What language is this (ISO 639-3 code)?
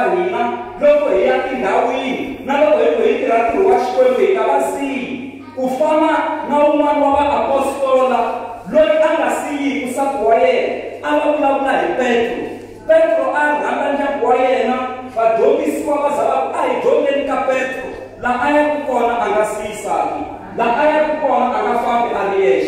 tso